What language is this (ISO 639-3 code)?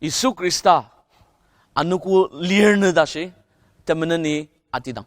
njo